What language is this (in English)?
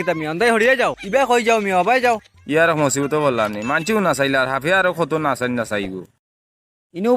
Sylheti